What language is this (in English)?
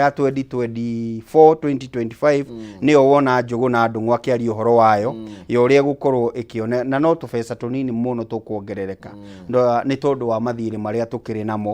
Kikuyu